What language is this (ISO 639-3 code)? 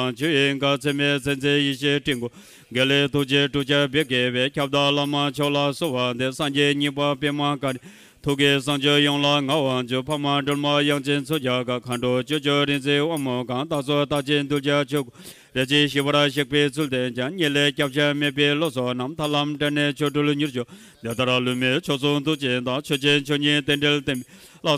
bod